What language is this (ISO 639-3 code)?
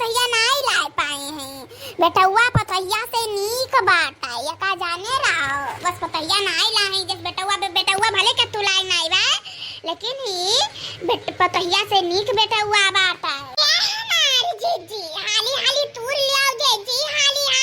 awa